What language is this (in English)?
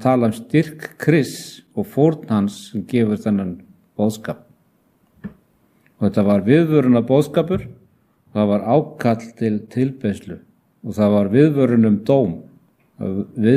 Icelandic